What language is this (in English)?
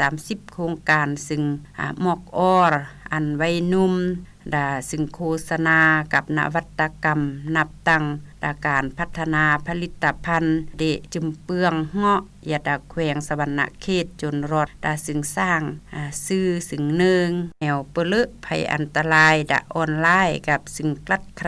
Lao